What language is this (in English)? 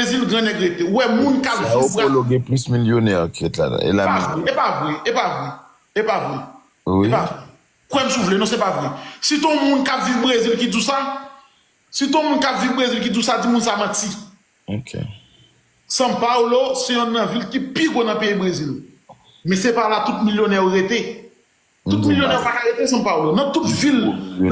Haitian Creole